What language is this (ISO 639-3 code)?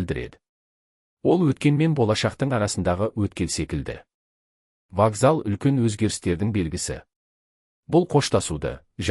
kaz